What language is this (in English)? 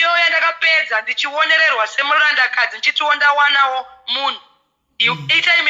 Shona